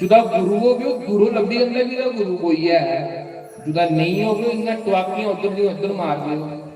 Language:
Dogri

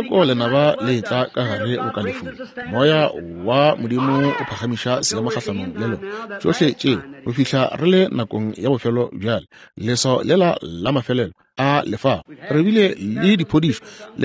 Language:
Northern Sotho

